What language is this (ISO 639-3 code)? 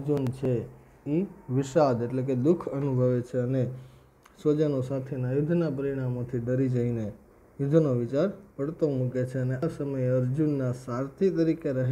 guj